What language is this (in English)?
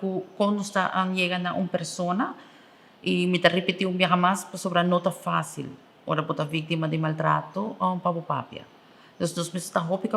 Papiamento